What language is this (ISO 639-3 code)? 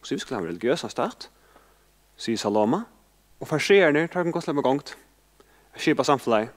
fao